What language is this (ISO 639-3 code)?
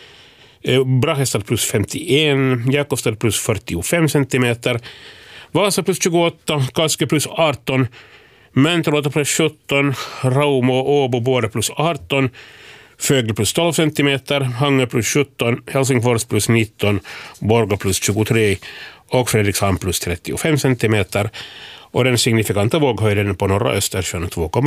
swe